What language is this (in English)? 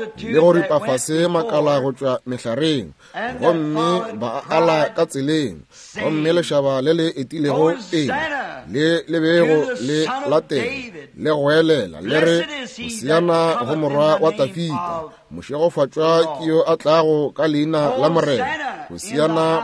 Northern Sotho